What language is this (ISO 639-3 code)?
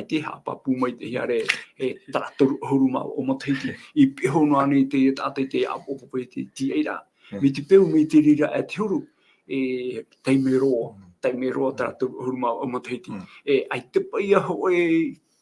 tah